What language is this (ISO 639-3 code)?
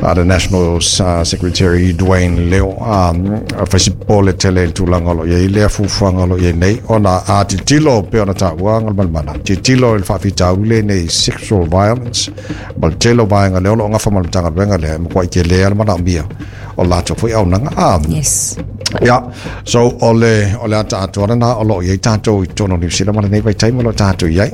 smo